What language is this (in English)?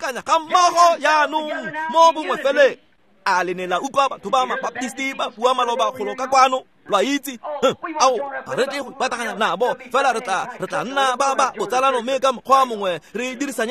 Tswana